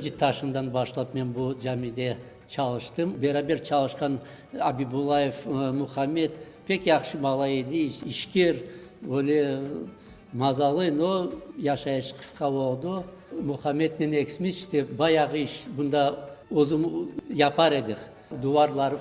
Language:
Crimean Tatar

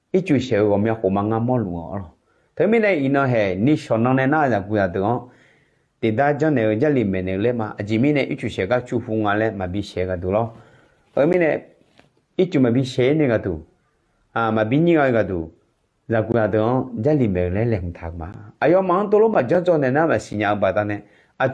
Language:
Akha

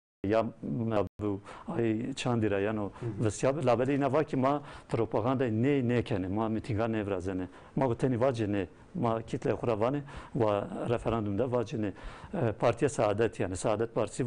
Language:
Zaza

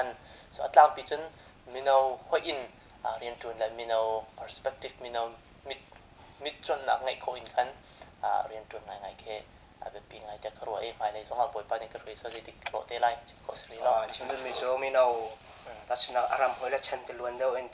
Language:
Hakha Chin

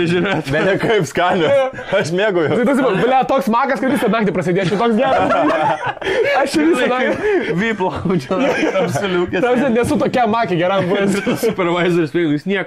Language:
Lithuanian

